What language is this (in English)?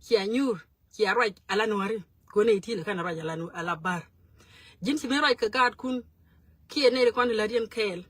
Nuer